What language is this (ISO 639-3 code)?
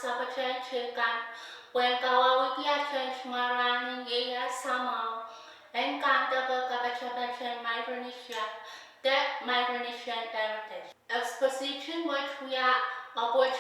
pon